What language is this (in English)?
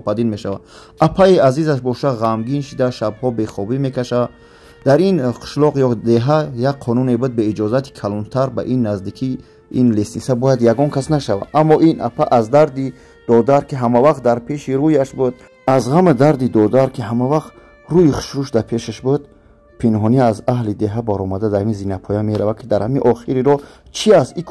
Tajik